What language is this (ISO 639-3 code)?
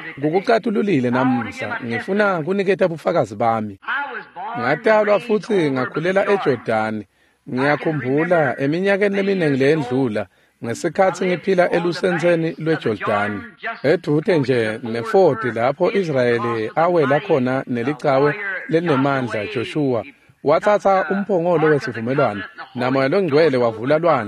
ssw